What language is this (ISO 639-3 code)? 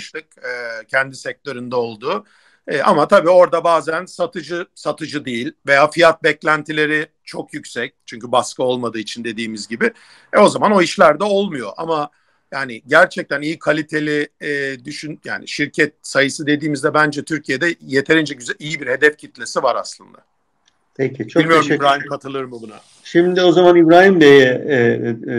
tur